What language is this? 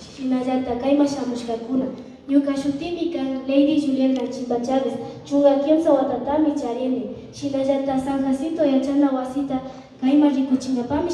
Imbabura Highland Quichua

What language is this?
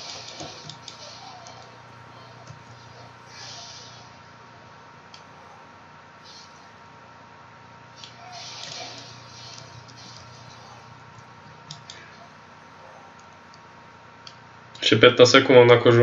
Slovak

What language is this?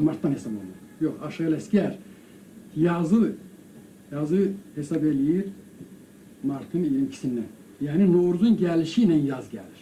Azerbaijani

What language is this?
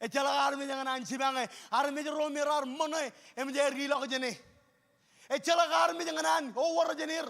Marshallese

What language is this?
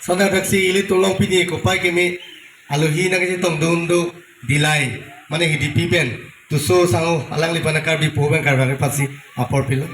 Karbi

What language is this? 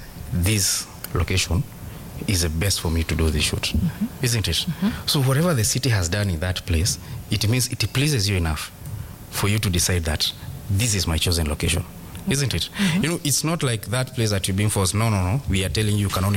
Swahili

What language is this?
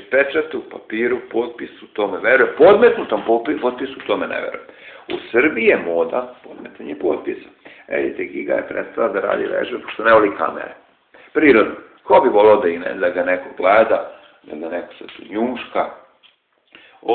Serbian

